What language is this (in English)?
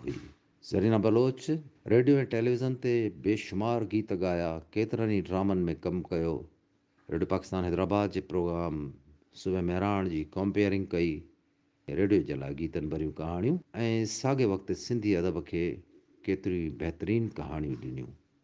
Sindhi